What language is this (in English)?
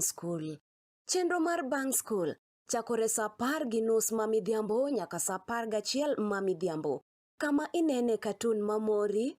Luo (Kenya and Tanzania)